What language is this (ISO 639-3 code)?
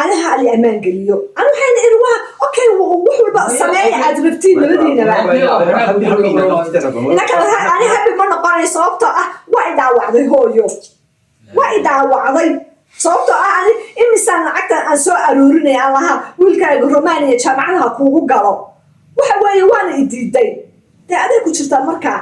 som